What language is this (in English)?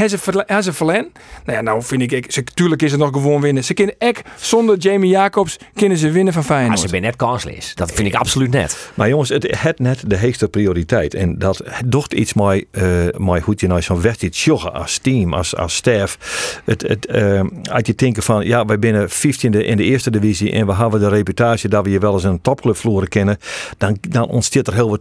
Western Frisian